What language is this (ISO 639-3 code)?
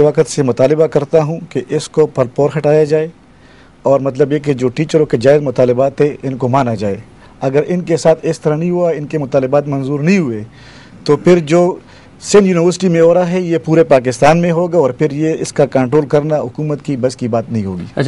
urd